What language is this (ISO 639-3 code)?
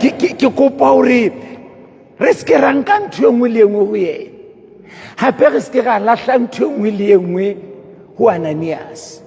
sot